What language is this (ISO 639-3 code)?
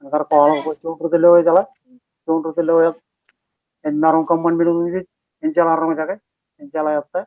mah